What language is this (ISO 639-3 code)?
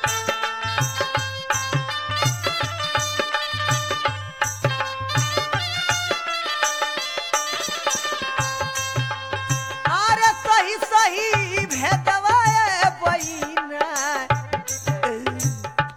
bho